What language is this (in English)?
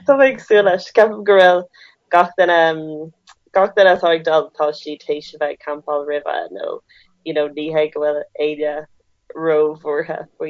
Irish